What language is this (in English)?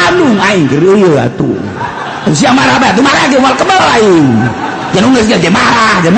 Sundanese